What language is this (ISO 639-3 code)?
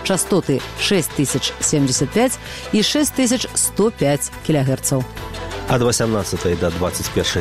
bel